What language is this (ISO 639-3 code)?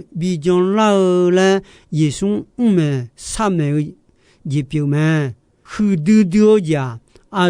ahk